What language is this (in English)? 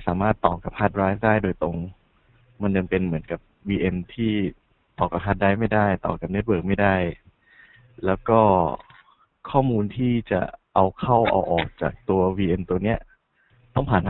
Thai